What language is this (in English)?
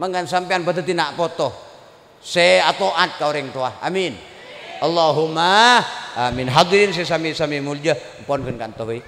Madurese